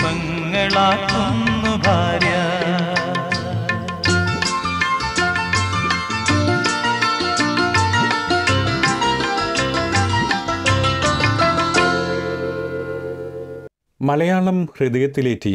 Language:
Malayalam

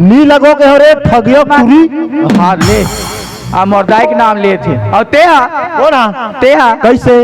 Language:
Chhattisgarhi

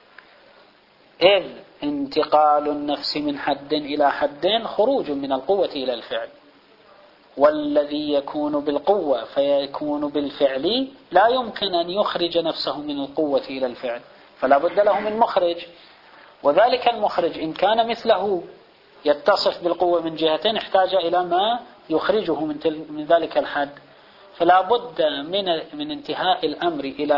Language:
Arabic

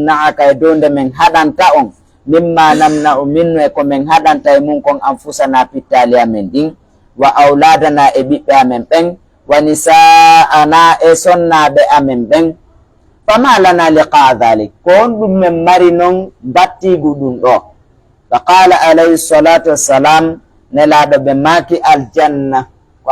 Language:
Fula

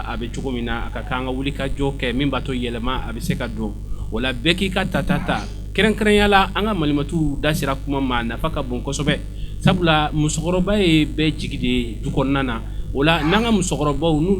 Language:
Bambara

